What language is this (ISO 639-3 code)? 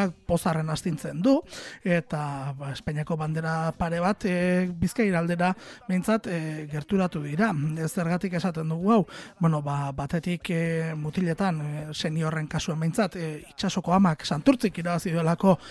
eus